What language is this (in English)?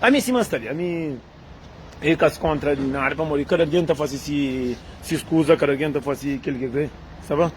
Kabuverdianu